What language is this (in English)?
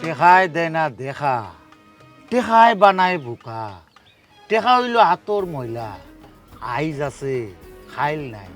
Sylheti